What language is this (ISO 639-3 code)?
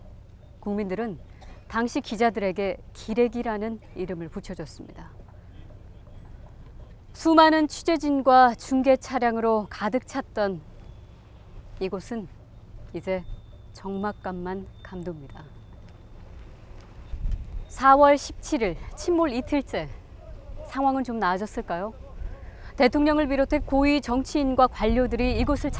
kor